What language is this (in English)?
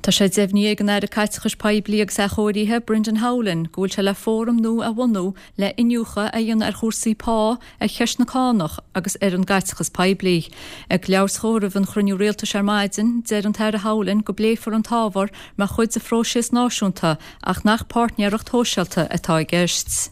Irish